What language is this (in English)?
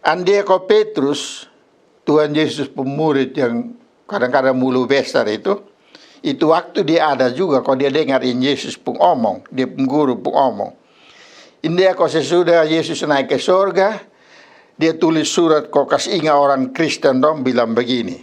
Kupang Malay